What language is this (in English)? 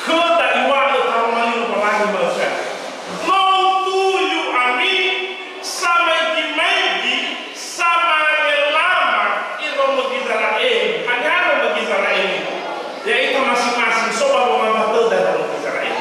Nias